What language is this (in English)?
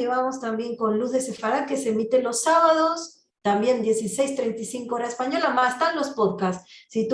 Ladino